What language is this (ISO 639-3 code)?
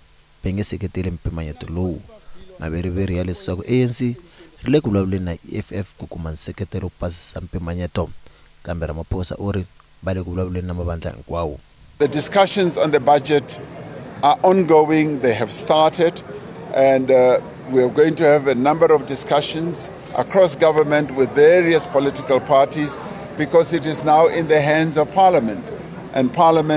tso